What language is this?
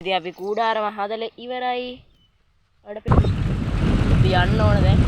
Sinhala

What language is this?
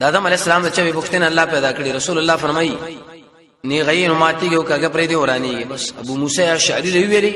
Pashto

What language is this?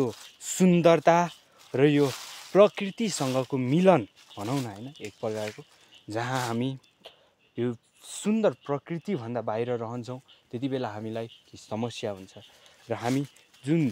Nepali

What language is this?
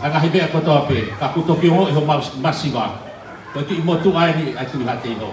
Tongan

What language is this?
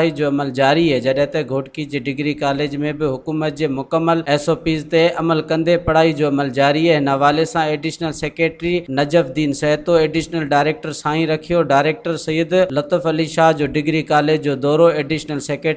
Sindhi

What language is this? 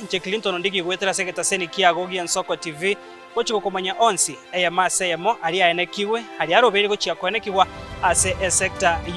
Gusii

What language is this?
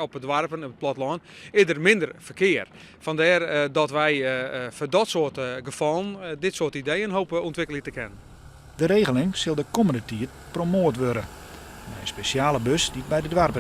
Western Frisian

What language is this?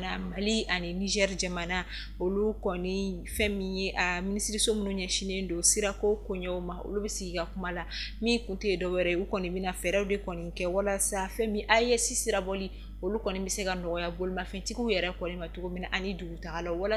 Bambara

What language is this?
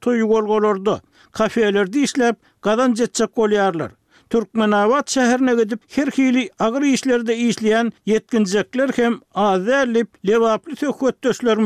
Turkmen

